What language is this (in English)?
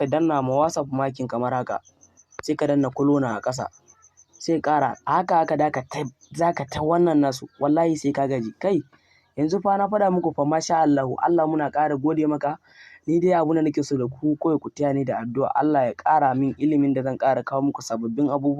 Hausa